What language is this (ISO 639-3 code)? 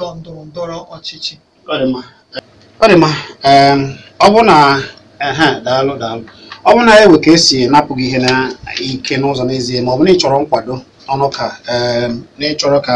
ibo